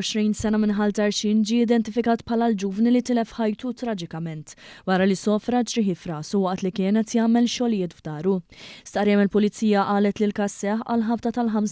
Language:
Maltese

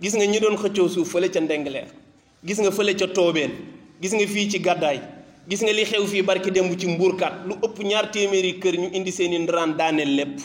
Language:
Wolof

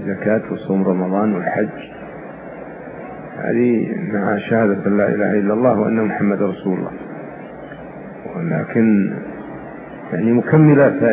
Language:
Arabic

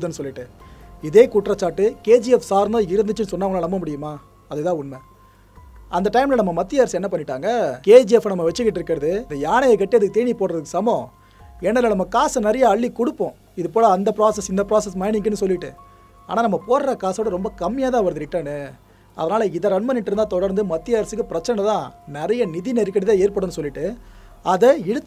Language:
Tamil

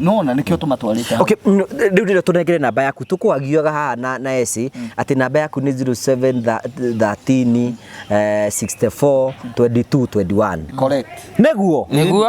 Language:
Kikuyu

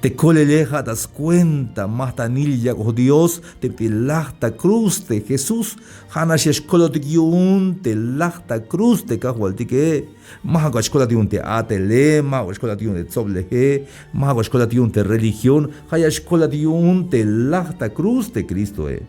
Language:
Tzeltal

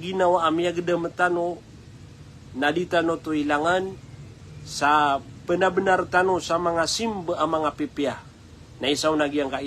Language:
Maranao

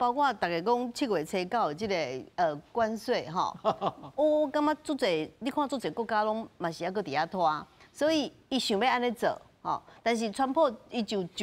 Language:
Min Nan Chinese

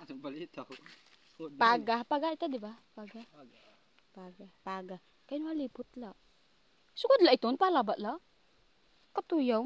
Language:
Waray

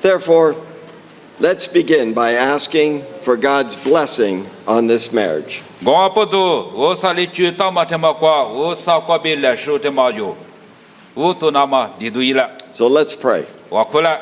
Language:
Lisu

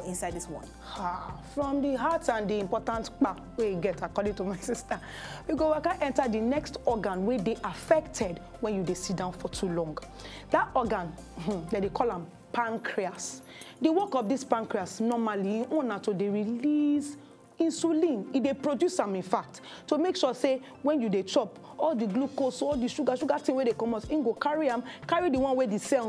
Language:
Nigerian Pidgin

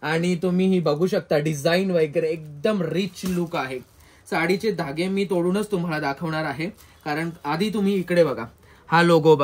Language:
Marathi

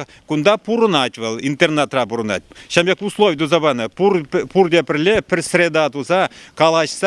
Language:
Chuvash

